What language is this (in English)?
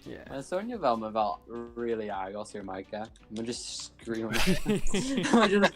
Welsh